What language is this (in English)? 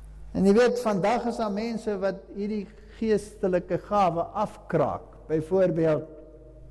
Afrikaans